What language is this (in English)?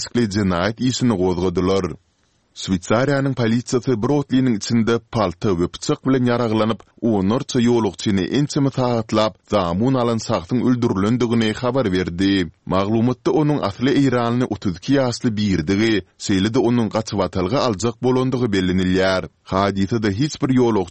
Turkmen